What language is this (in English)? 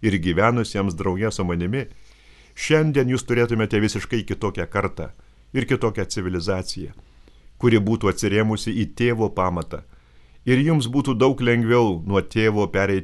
Lithuanian